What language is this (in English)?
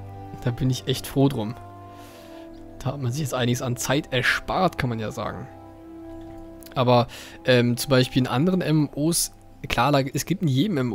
German